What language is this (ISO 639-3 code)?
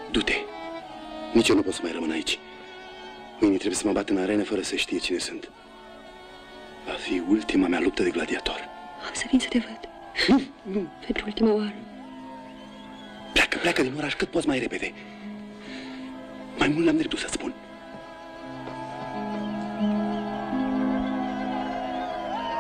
ron